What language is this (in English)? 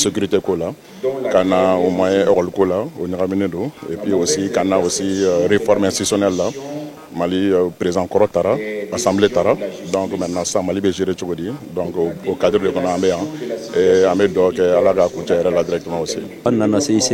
Bambara